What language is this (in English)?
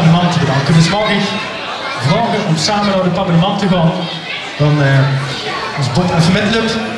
Limburgish